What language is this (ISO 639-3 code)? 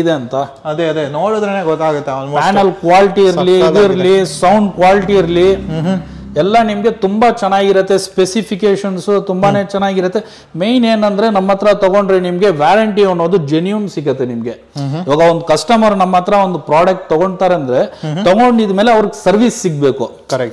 kan